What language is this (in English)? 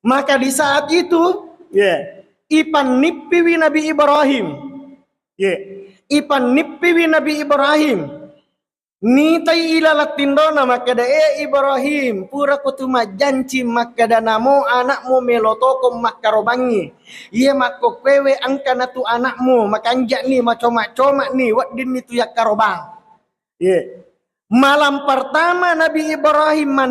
Buginese